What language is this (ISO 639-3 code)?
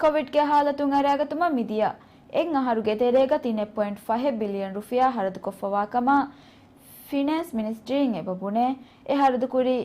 div